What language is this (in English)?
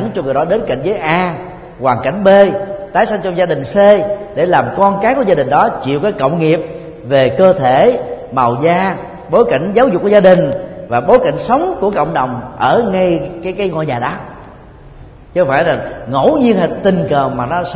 Vietnamese